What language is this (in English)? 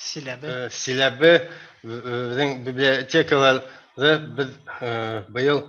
Bashkir